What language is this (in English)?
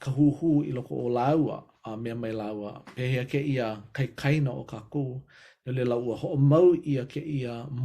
Hawaiian